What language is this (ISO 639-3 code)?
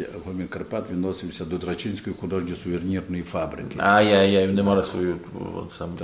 rue